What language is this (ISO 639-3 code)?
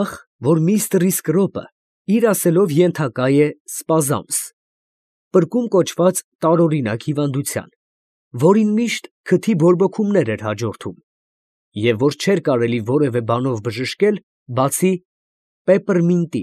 hye